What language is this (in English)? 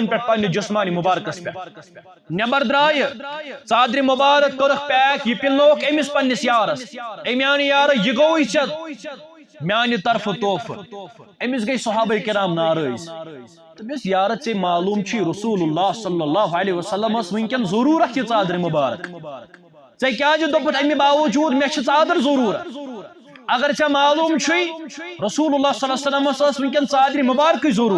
Kashmiri